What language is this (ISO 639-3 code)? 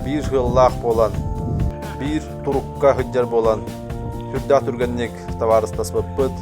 sah